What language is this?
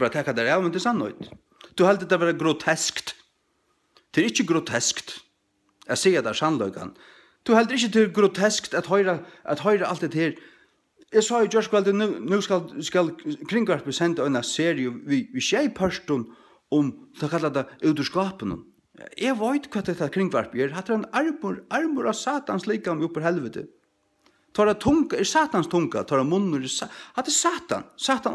Faroese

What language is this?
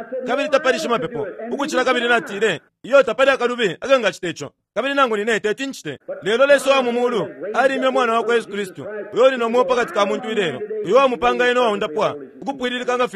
Bemba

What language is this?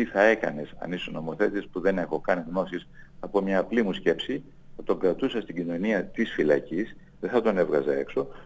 Greek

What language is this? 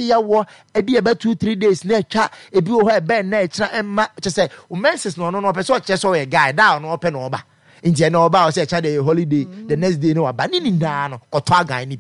Akan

